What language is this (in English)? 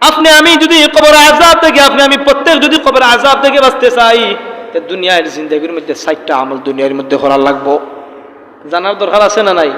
Sylheti